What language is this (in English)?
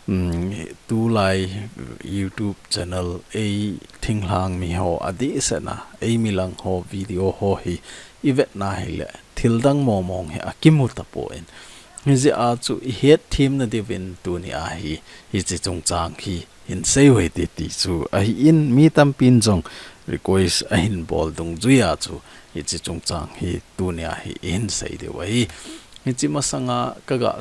Thado Chin